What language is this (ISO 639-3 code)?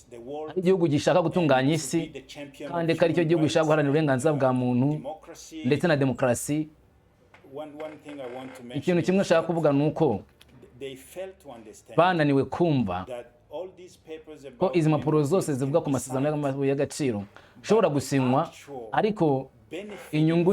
kin